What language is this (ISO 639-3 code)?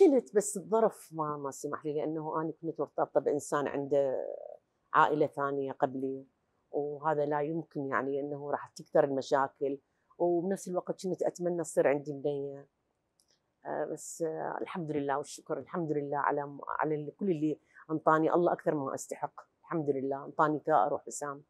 acm